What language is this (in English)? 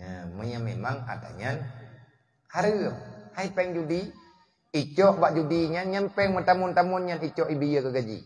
Achinese